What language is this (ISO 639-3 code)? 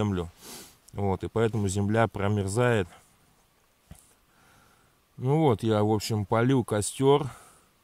rus